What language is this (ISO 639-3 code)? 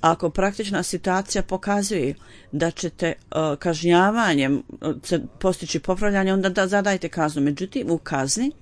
bos